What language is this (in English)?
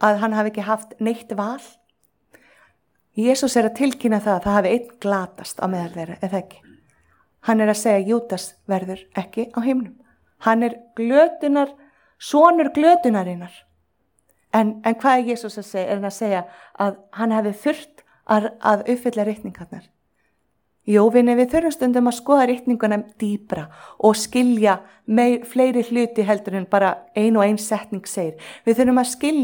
Icelandic